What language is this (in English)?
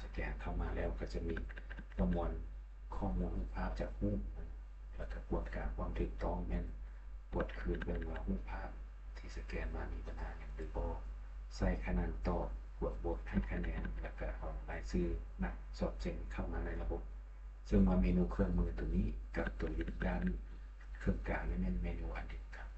Lao